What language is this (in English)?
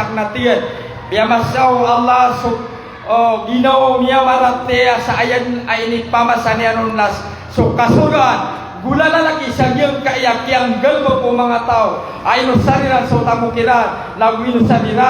Maranao